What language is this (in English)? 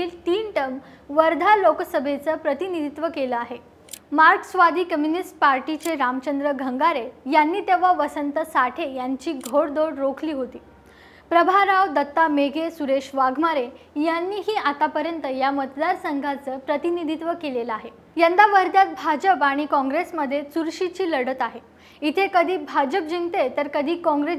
Marathi